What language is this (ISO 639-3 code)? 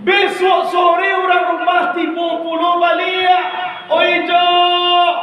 min